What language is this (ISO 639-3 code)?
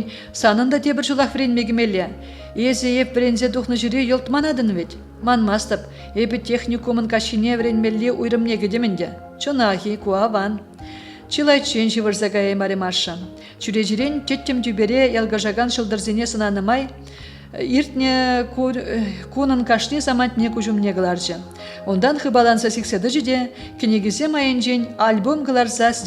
chv